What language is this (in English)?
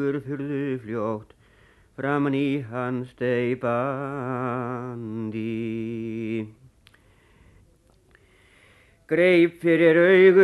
Icelandic